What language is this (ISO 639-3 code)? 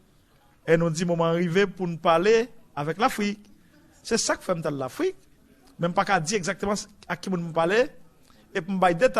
hat